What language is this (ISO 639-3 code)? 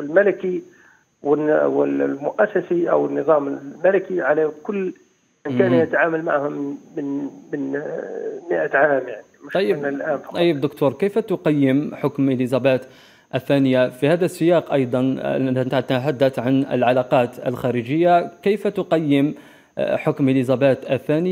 ara